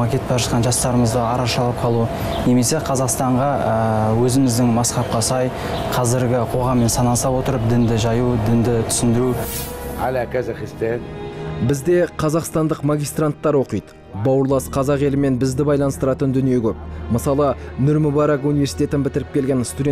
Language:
Kazakh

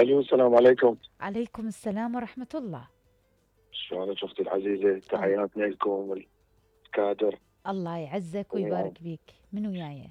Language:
Mesopotamian Arabic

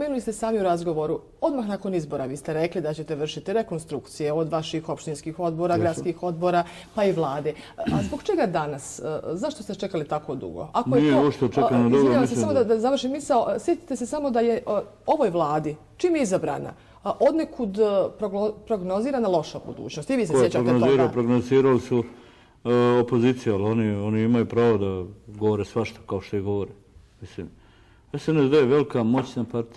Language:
Bosnian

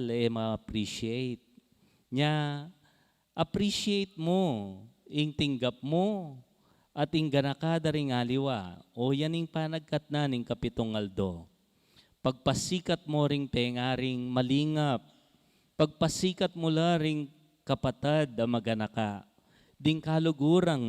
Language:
Pampanga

